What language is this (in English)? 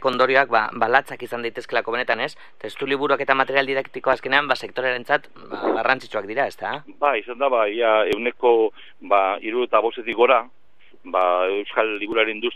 Basque